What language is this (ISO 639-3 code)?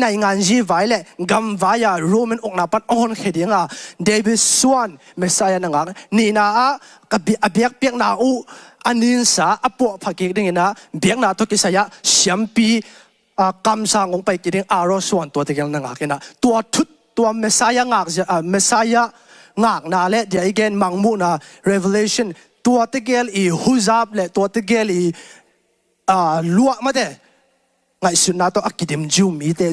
ctd